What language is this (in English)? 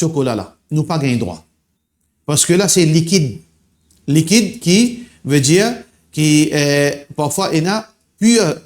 Morisyen